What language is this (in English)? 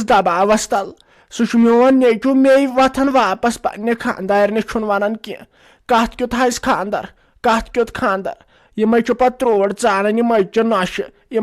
Kashmiri